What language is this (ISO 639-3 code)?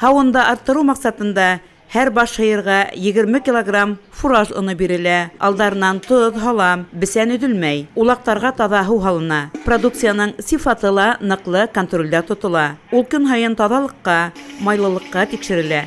bak